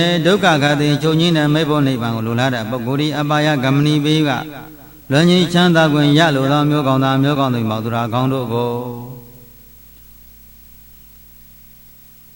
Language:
Burmese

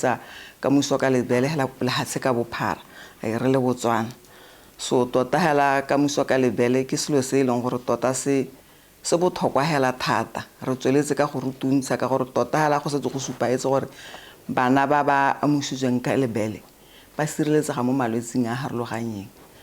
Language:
Tswana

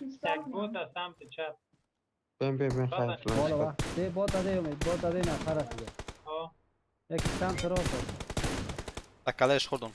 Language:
Persian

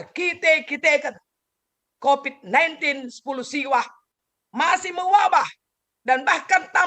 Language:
Batak Karo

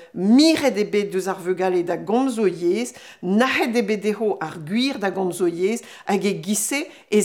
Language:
Breton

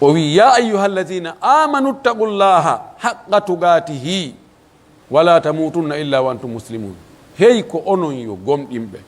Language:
Pular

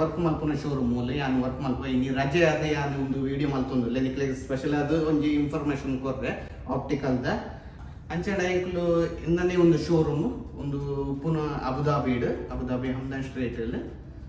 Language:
Tulu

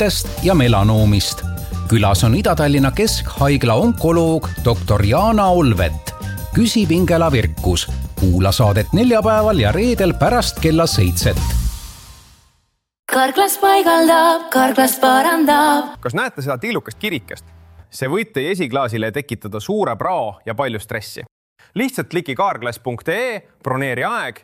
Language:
Estonian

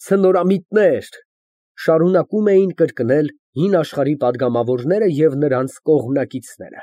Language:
Armenian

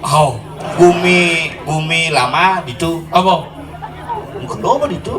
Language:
Balinese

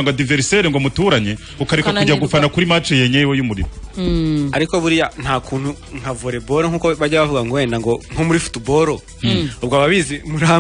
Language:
Kinyarwanda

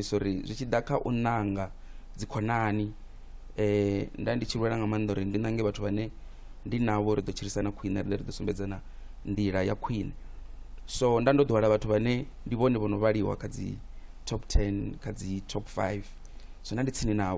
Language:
Venda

